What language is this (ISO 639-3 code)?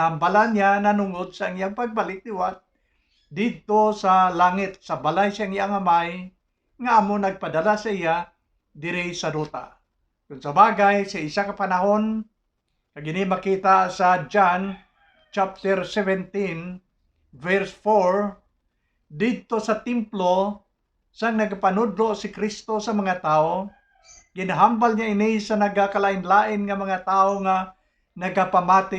hil